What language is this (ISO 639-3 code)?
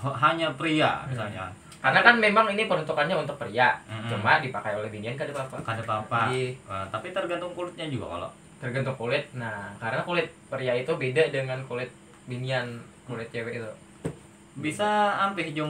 bjn